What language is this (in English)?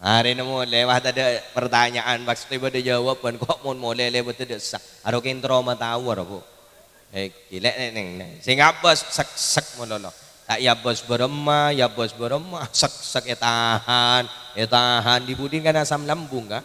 Madurese